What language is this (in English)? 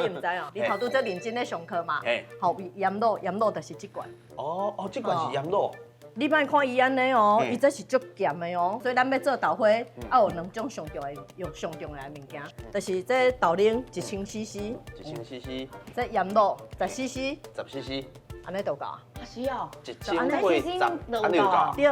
Min Nan Chinese